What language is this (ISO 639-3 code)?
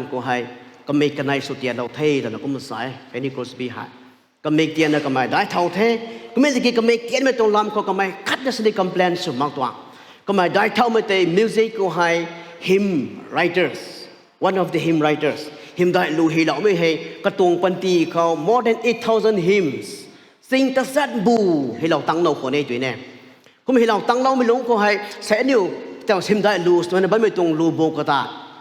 nbu